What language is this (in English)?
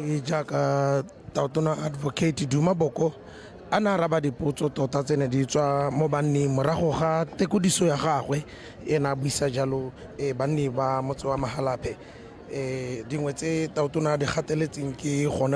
Tswana